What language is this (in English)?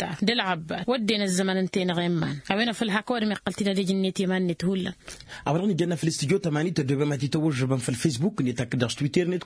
Tamasheq